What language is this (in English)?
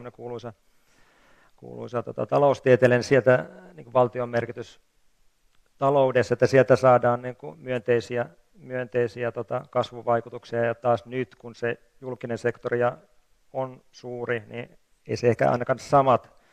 Finnish